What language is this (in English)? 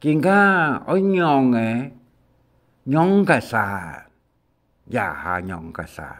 Hakka Chinese